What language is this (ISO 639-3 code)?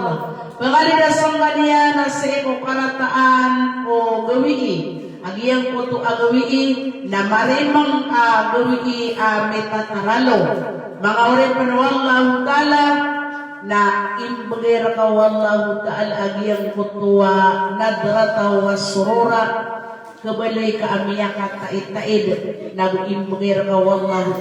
mrw